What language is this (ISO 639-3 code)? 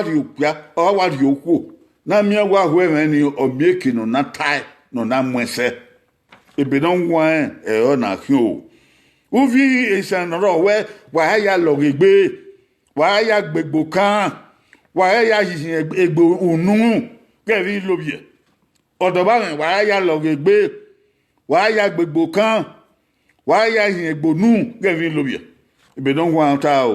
bin